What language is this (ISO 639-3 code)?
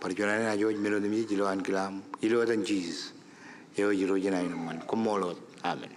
mah